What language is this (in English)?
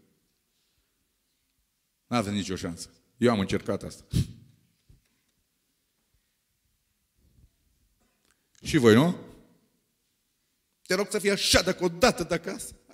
Romanian